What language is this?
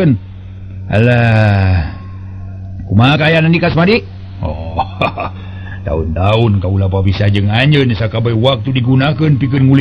Sundanese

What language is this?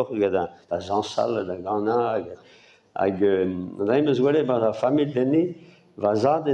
Breton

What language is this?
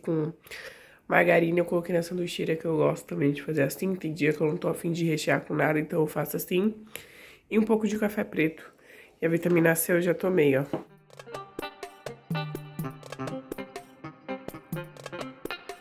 Portuguese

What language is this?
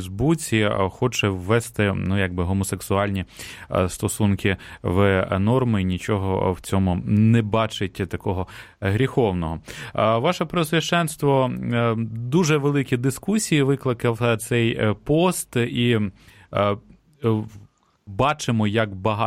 Ukrainian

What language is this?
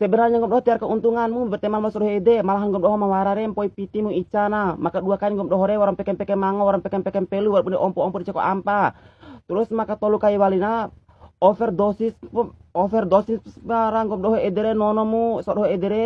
Bima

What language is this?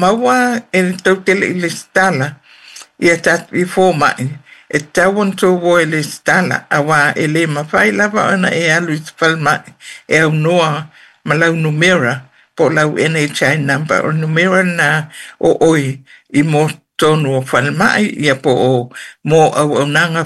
Samoan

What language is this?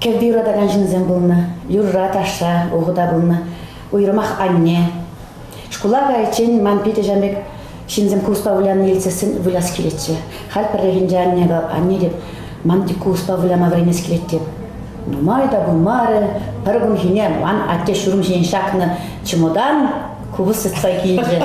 Chuvash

